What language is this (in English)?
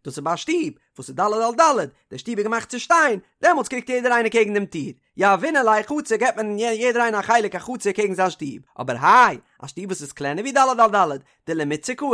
Yiddish